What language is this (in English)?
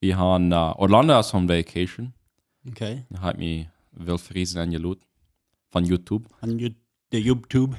Plautdietsch